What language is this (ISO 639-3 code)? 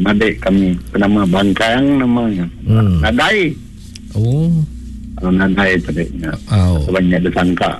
iba